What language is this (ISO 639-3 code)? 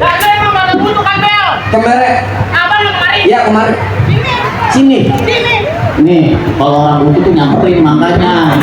bew